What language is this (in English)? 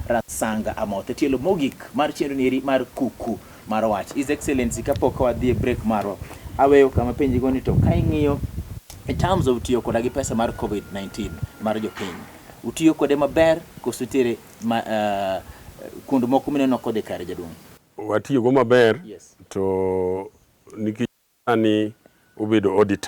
Luo (Kenya and Tanzania)